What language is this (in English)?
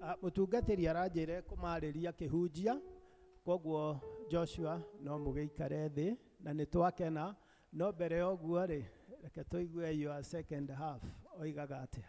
Kikuyu